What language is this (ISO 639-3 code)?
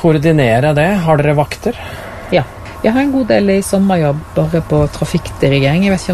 nor